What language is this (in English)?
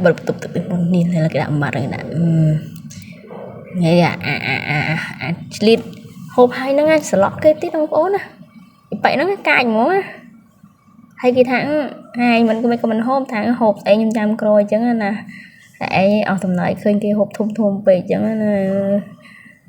Khmer